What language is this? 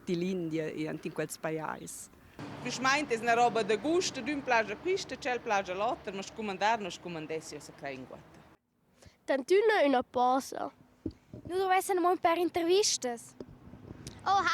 Romansh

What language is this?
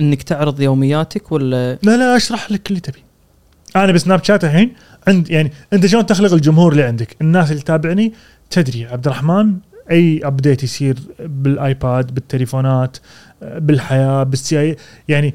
Gulf Arabic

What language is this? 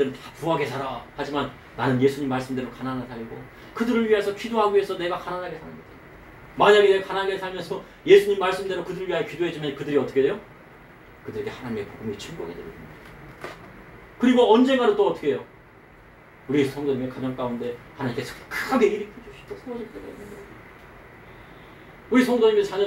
Korean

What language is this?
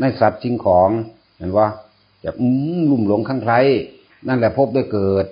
Northeastern Thai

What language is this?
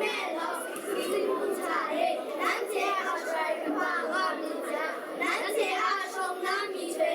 Kachin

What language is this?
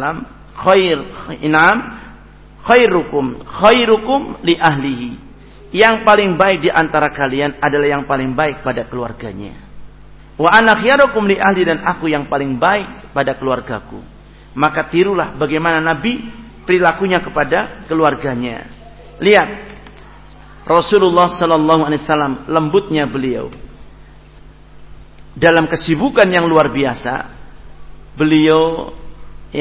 Indonesian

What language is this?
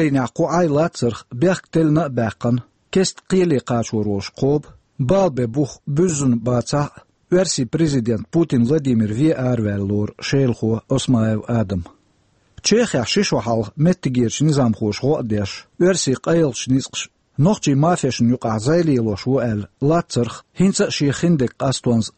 Chechen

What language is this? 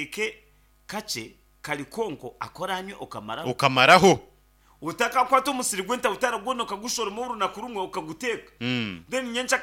Nyankole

